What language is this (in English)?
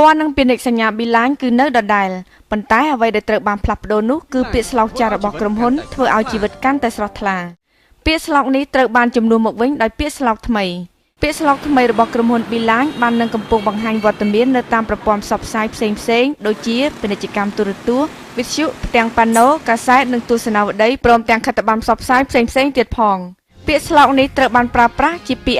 Khmer